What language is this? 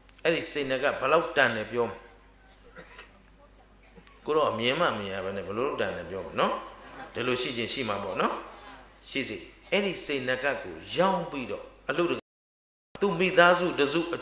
Burmese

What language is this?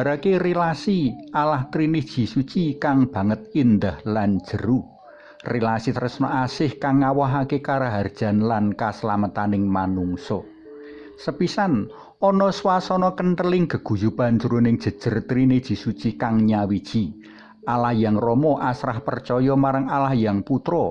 Javanese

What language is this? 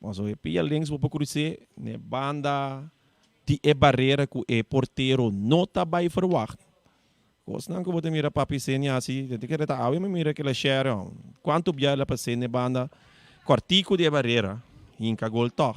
Papiamento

